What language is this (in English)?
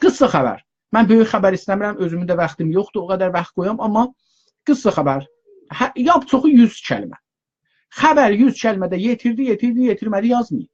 South Azerbaijani